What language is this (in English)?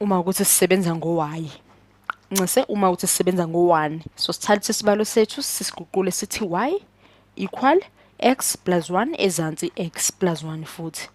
Zulu